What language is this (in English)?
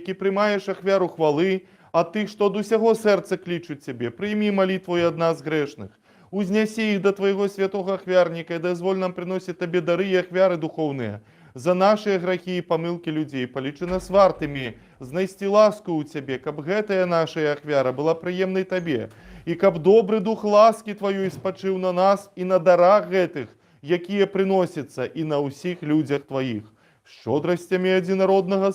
Belarusian